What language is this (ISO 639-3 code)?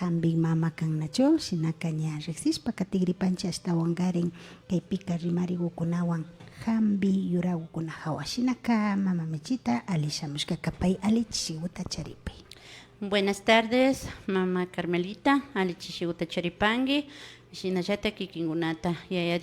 qvi